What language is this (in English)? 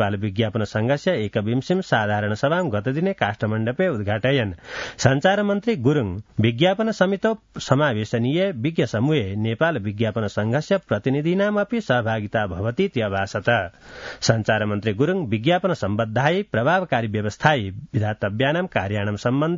Sanskrit